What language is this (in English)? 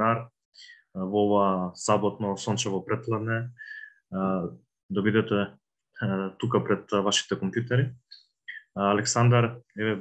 Macedonian